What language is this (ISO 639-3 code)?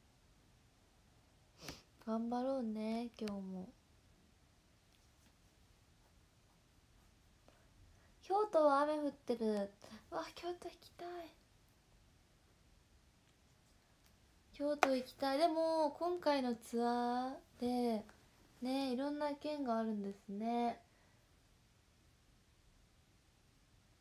jpn